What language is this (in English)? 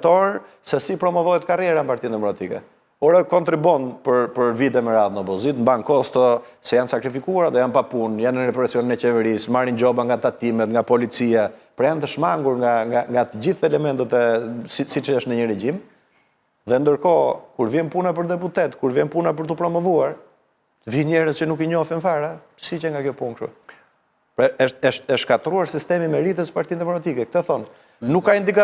Albanian